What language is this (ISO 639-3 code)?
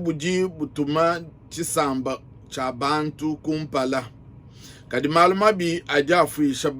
lua